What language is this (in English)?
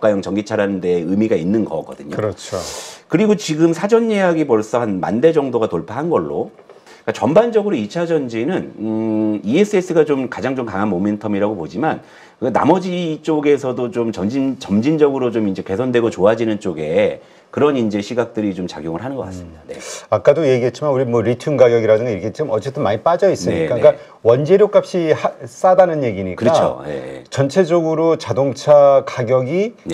Korean